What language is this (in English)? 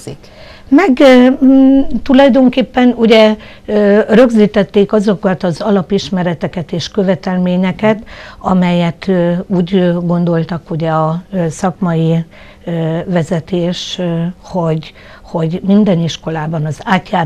Hungarian